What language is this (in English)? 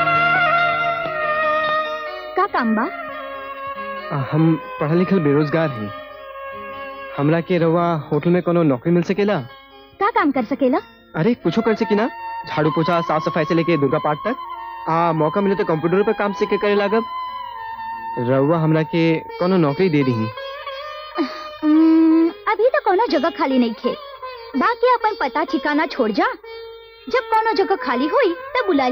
Bhojpuri